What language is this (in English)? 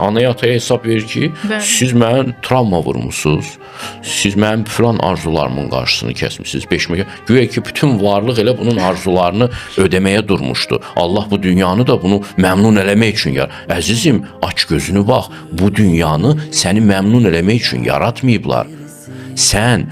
Azerbaijani